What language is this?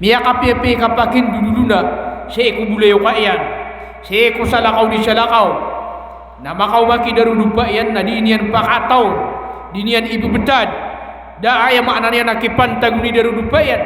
Maranao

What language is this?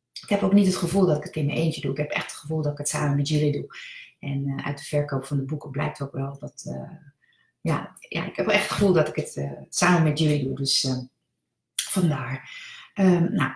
Dutch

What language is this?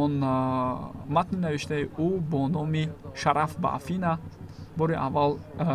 Tajik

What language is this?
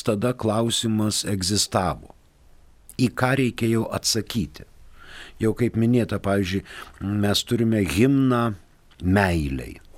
Lithuanian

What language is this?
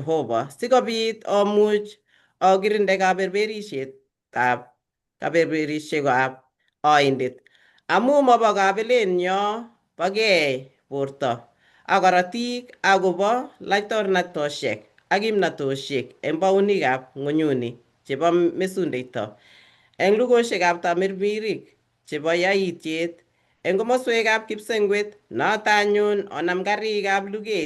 Kalenjin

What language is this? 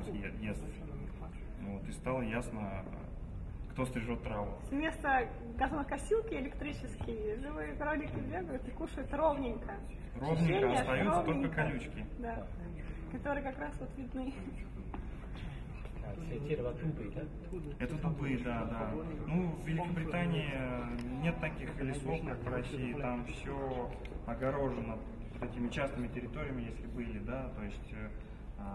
Russian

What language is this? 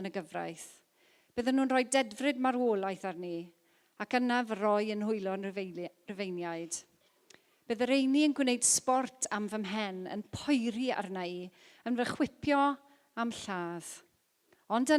Welsh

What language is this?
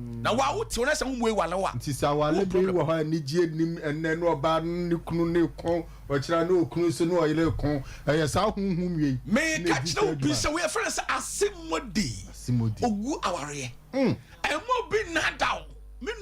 Akan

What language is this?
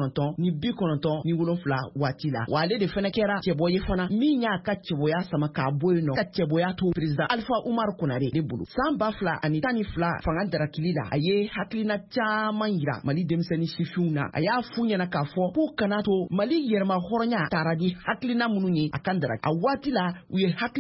Bambara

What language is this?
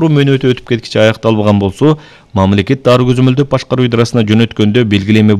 Kyrgyz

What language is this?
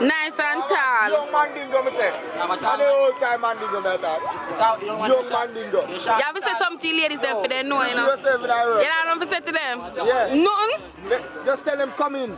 Jamaican Creole English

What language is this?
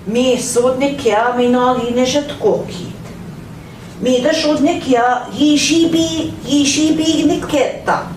Central Ojibwa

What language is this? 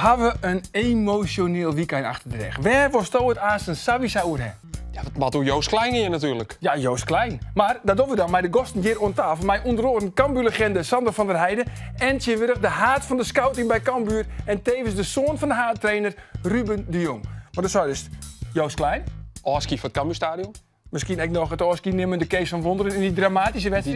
Western Frisian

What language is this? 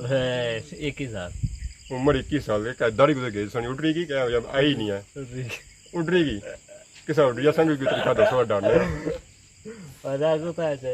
Pahari-Potwari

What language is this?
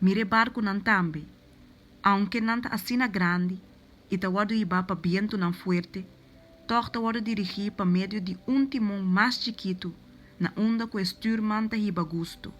Papiamento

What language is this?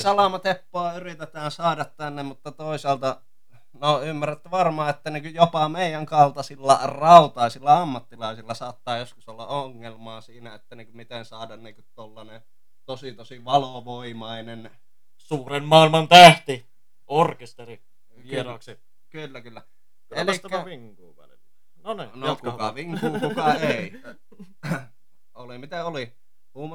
Finnish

